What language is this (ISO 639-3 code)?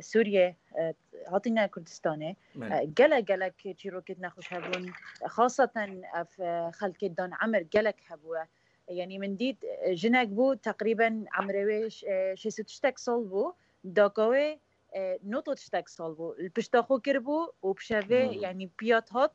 kur